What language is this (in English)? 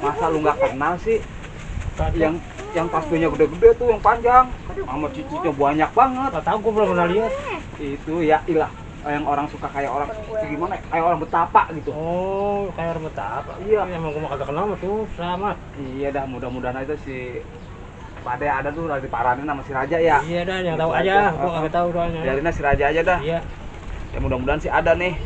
Betawi